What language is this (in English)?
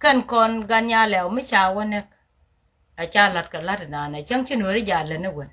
Nuer